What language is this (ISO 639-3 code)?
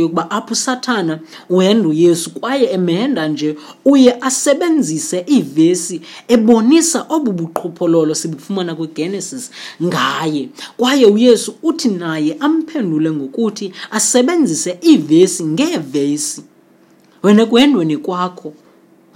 xho